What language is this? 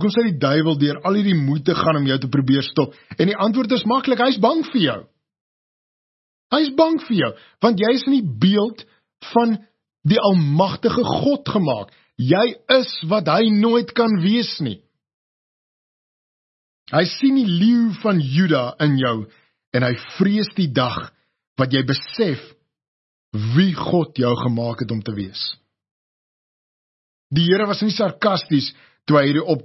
Afrikaans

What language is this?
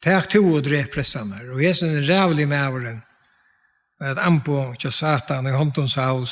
Faroese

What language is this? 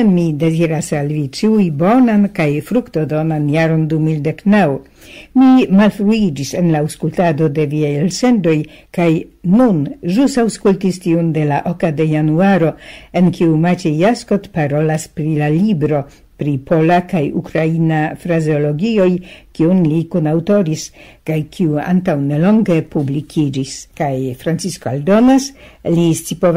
Esperanto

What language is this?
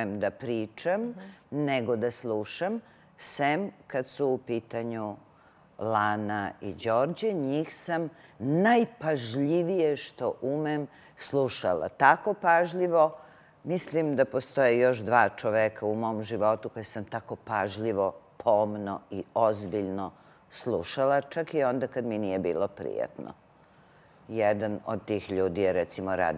Serbian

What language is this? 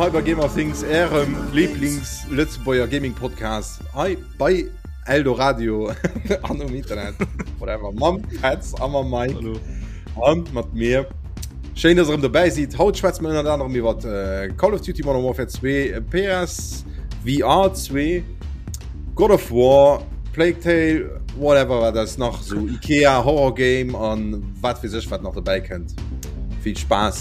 Luxembourgish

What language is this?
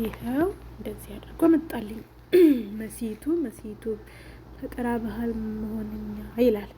Amharic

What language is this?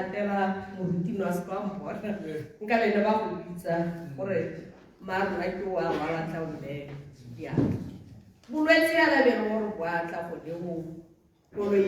Tswana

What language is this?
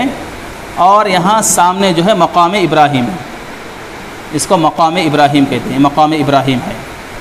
Urdu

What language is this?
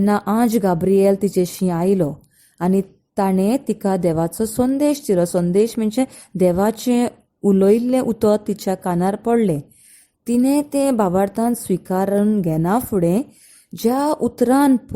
Konkani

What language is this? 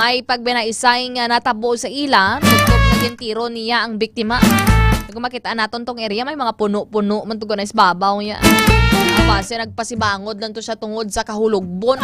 Hiligaynon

